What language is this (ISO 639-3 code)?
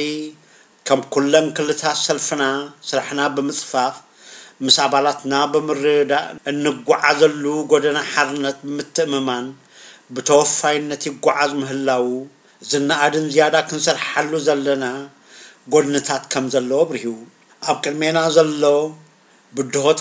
tir